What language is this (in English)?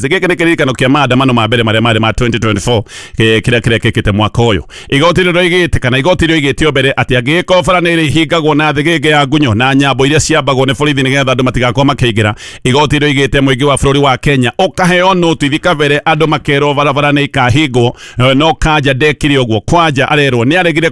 Kikuyu